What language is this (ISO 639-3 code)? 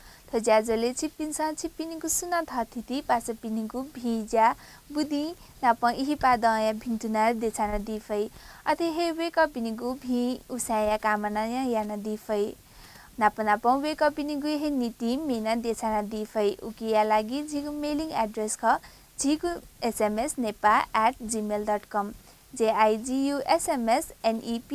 new